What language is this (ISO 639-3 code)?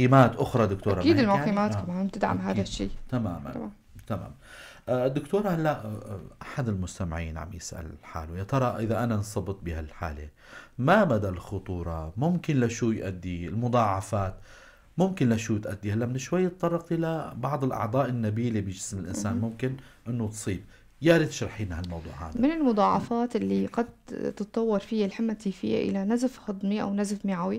apc